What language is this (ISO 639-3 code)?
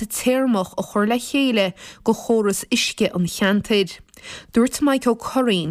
gle